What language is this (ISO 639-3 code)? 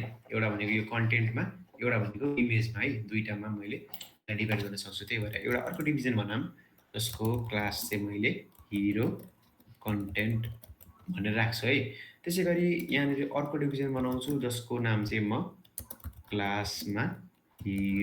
nep